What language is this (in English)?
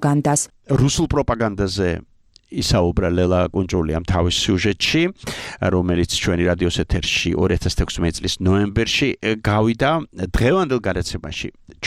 Georgian